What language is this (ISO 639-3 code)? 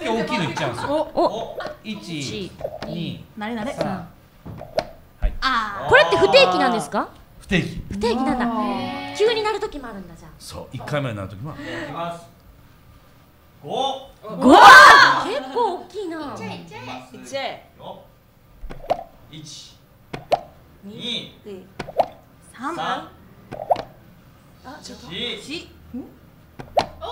jpn